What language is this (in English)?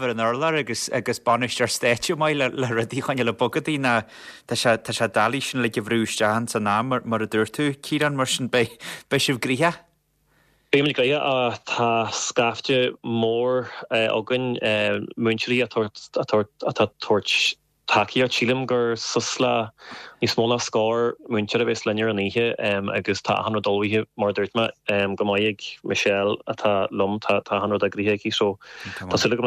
Irish